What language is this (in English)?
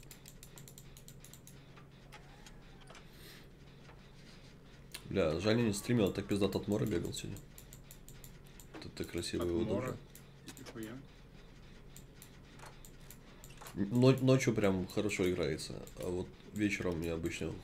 Russian